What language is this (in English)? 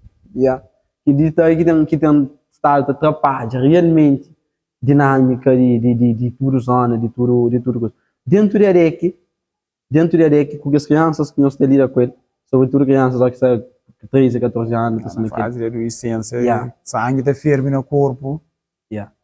Kabuverdianu